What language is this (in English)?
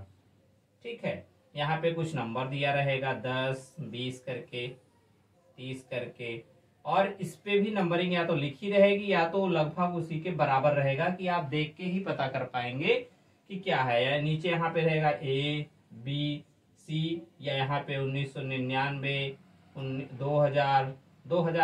Hindi